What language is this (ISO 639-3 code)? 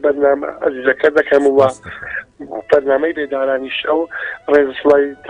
ckb